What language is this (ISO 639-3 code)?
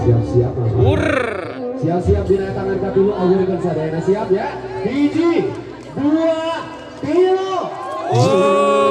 sun